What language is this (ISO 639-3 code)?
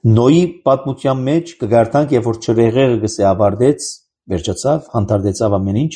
hye